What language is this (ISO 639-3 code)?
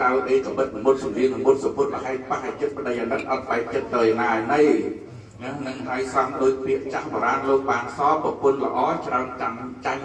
khm